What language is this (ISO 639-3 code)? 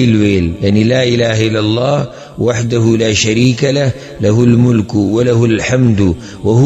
pus